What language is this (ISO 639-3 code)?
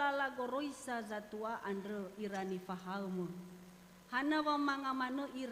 nia